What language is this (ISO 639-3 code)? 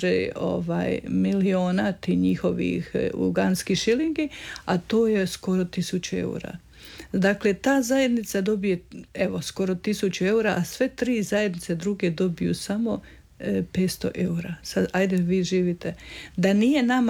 hrv